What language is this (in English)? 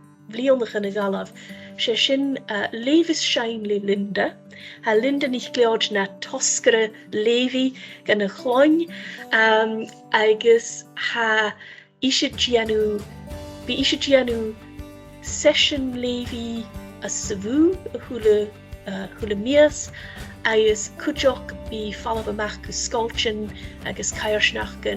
Scottish Gaelic